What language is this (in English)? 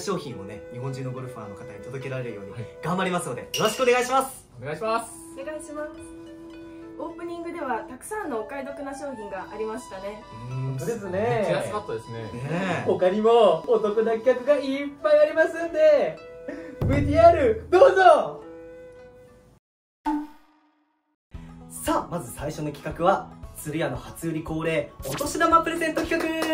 Japanese